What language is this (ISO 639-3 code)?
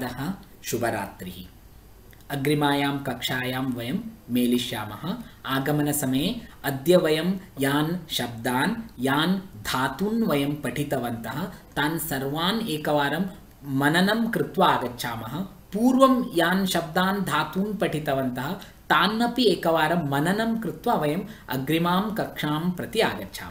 san